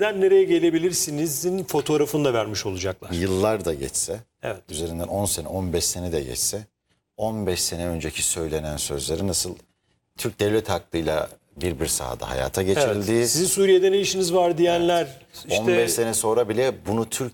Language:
Turkish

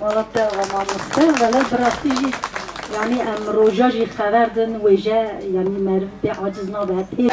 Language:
Kurdish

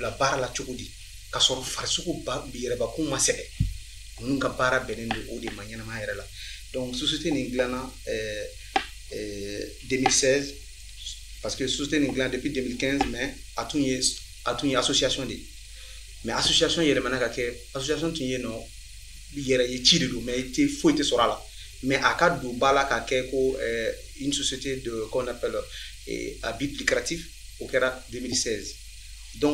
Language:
Bambara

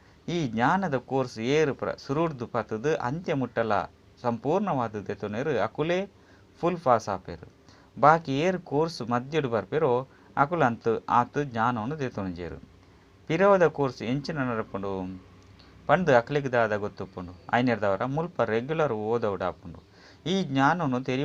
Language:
Tulu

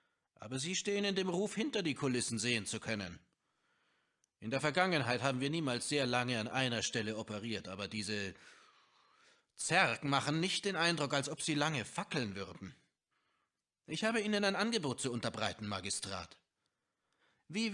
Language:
German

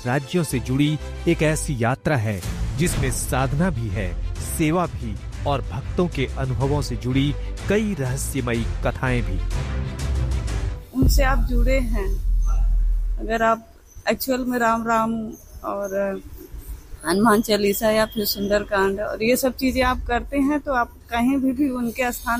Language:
Hindi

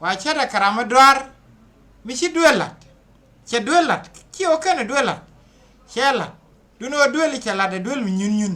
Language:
Nuer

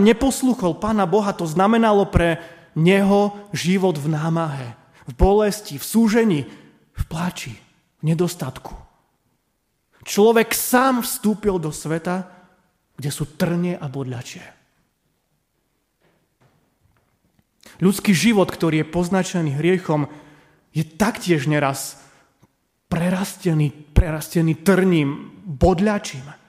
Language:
Slovak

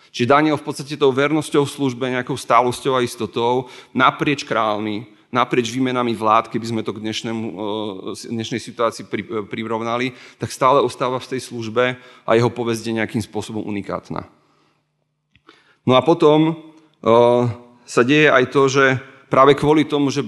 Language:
Slovak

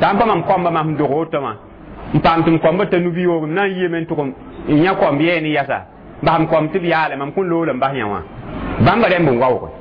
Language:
Mossi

